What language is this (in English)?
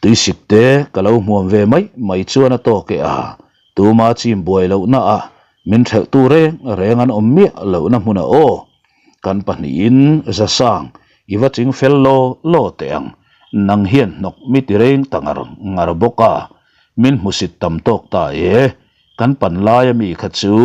Mizo